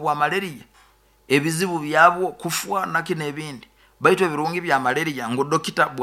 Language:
Nyoro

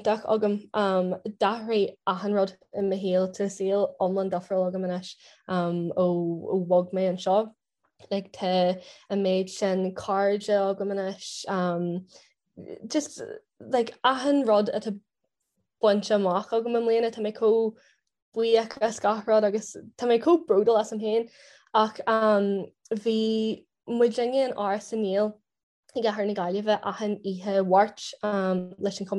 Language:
Irish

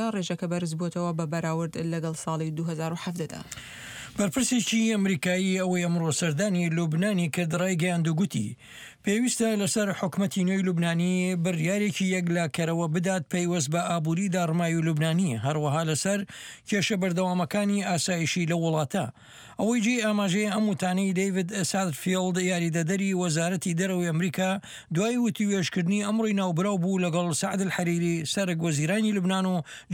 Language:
Central Kurdish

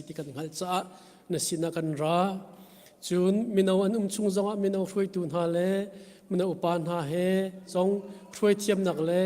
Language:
Hakha Chin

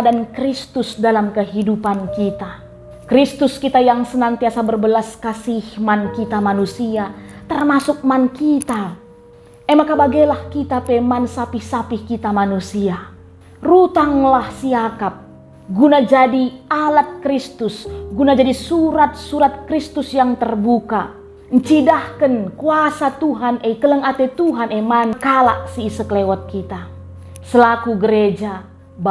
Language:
Batak Karo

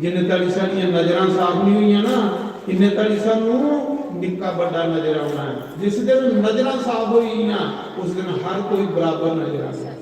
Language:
Dogri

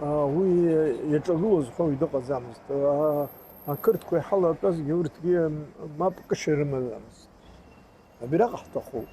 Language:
Abkhazian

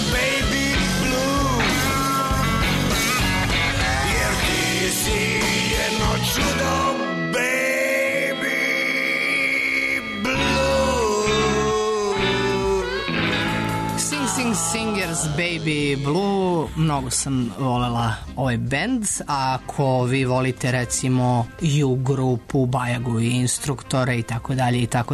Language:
Serbian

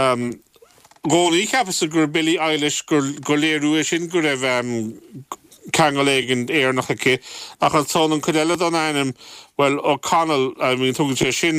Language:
Irish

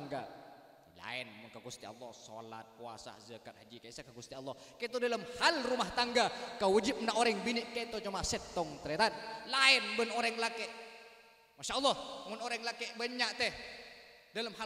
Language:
Madurese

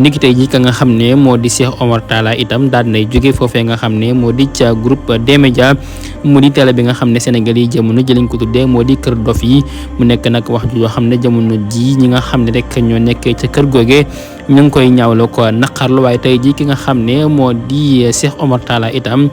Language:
Wolof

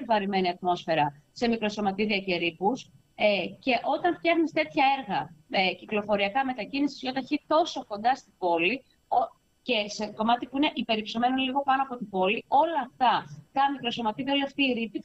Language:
Greek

